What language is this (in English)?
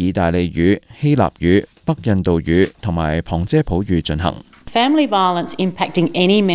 Cantonese